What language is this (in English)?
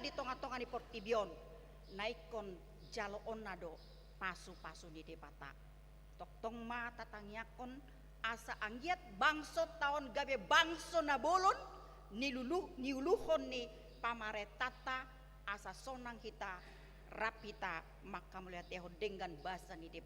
Batak Toba